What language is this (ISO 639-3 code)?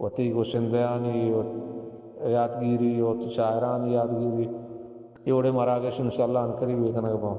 bal